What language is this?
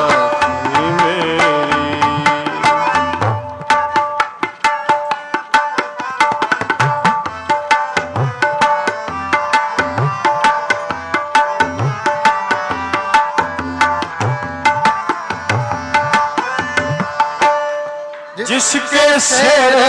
Punjabi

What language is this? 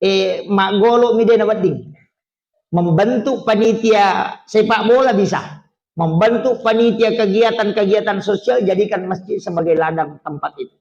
Buginese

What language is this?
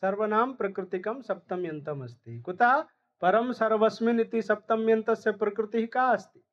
Sanskrit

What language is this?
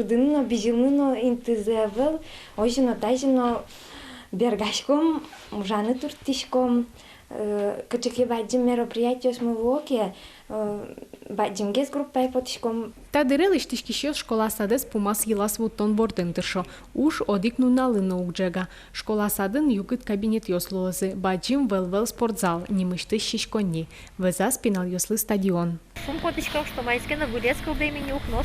Udmurt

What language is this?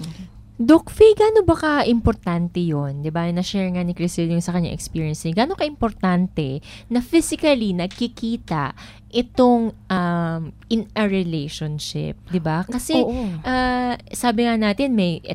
Filipino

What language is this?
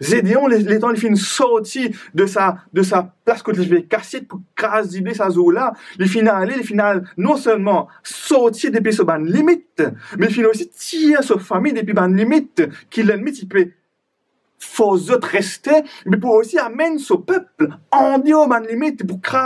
Morisyen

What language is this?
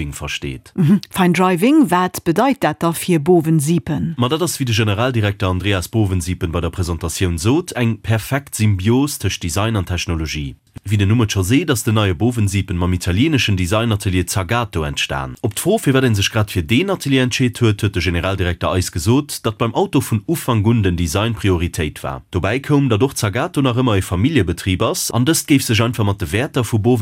Luxembourgish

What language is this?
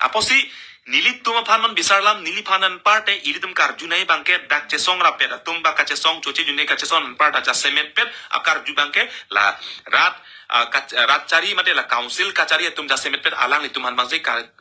Karbi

